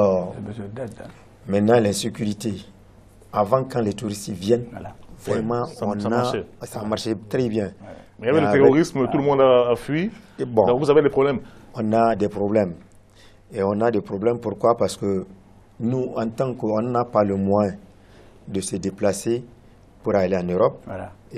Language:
French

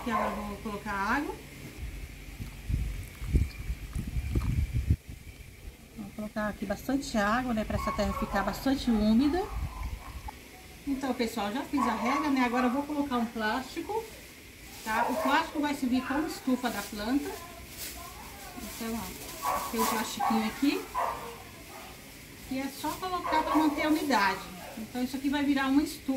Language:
Portuguese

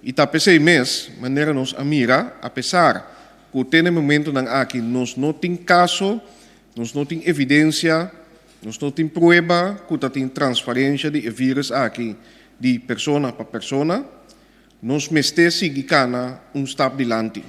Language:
Papiamento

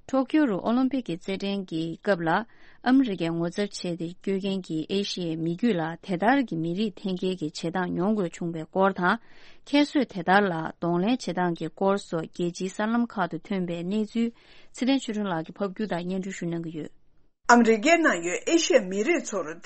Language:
Tibetan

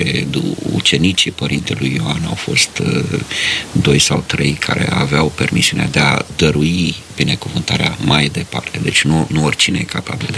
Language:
Romanian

